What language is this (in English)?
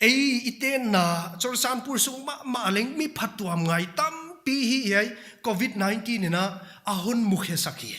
Paite Chin